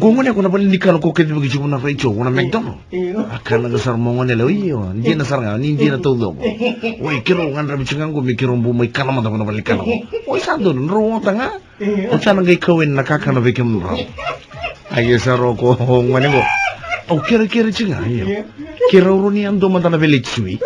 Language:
Fijian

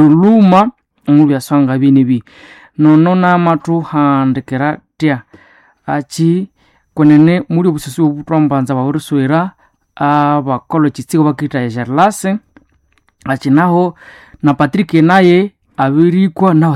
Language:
Nande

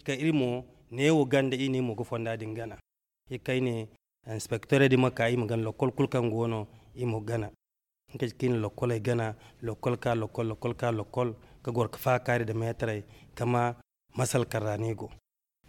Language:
Zarma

